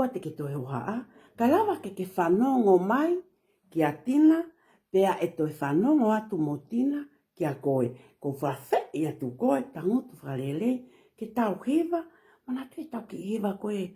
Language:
Tongan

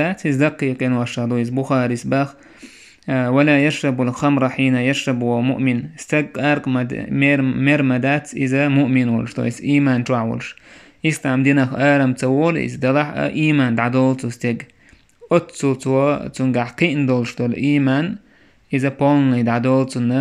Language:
Chechen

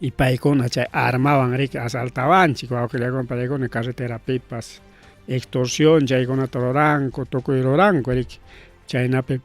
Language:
Ayacucho Quechua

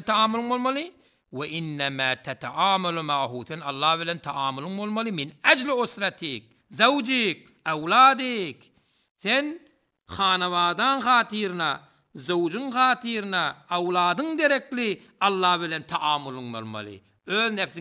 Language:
Turkmen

